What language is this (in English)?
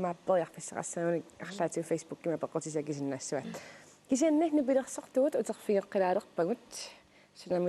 Kalaallisut